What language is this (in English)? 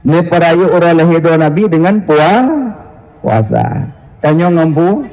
Achinese